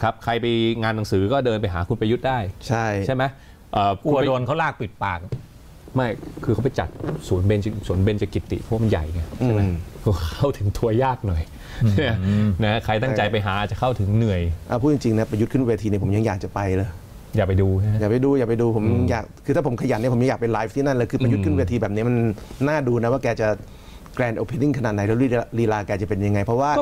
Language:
Thai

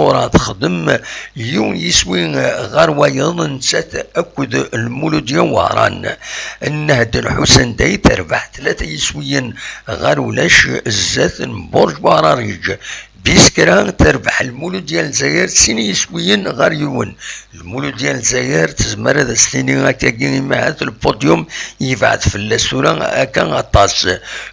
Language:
Kabyle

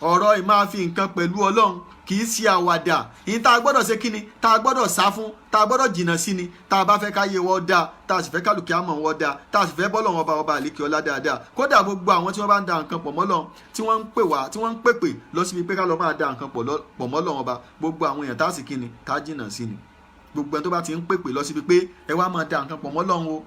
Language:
Yoruba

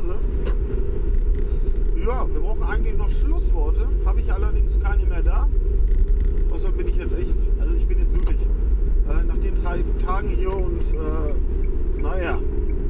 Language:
German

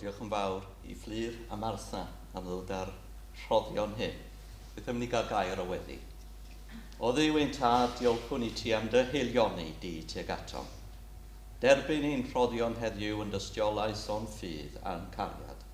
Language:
Welsh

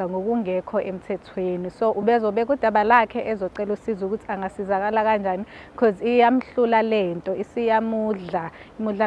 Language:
Zulu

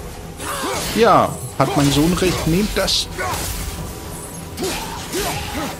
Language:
German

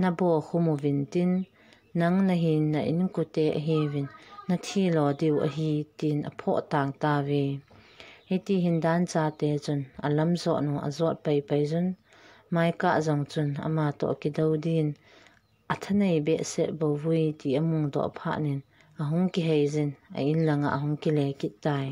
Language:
Thado Chin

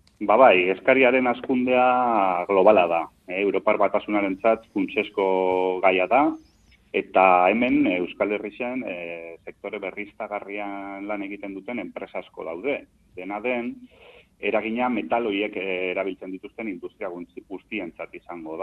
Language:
Basque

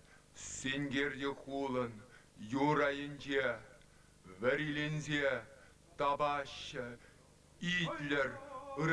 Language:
Chuvash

